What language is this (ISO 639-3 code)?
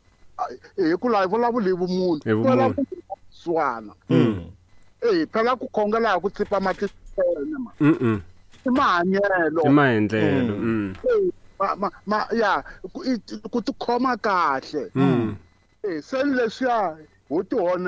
tso